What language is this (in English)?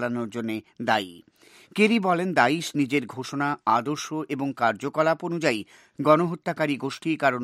Bangla